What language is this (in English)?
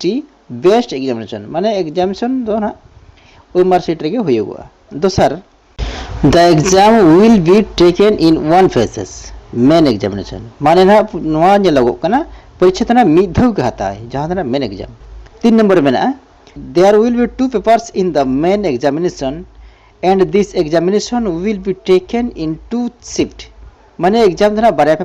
Santali